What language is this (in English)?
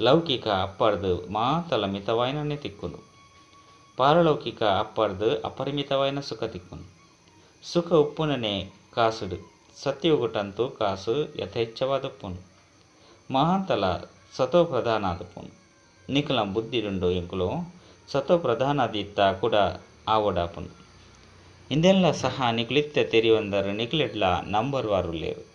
Tulu